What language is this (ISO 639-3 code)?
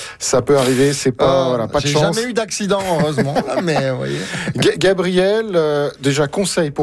fra